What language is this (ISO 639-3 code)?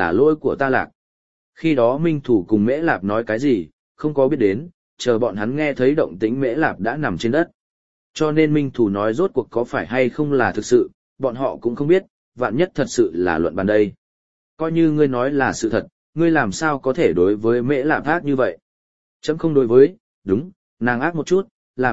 vie